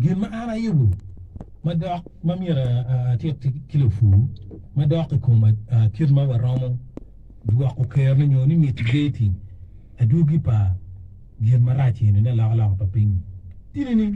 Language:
Acoli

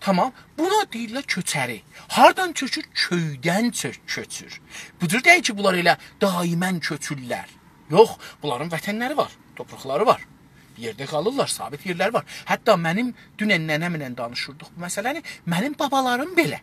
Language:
South Azerbaijani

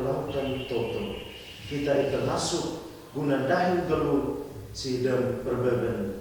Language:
Batak Karo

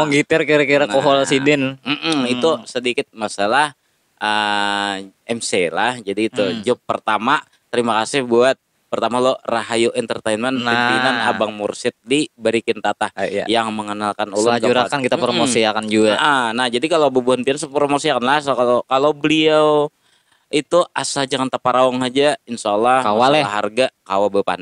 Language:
Banjar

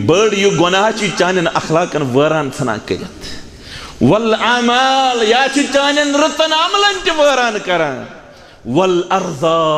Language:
Kashmiri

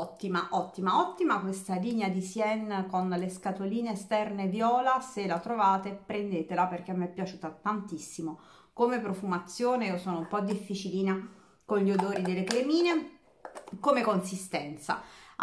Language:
Italian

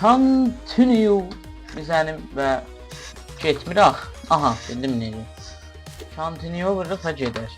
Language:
South Azerbaijani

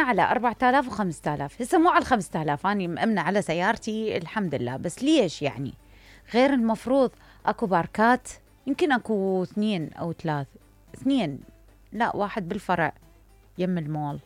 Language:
Mesopotamian Arabic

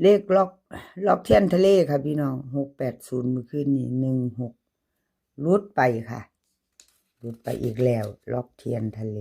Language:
Northeastern Thai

